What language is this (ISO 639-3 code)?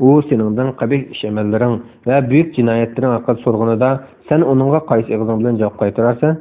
uig